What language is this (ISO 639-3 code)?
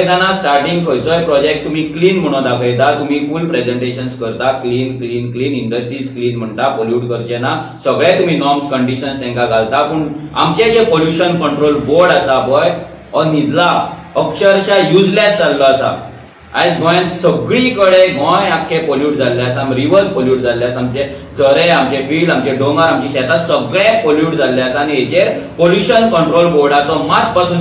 kok